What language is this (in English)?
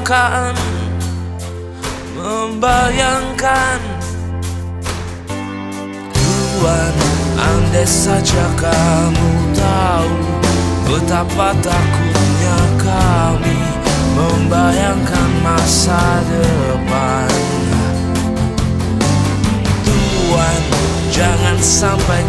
Indonesian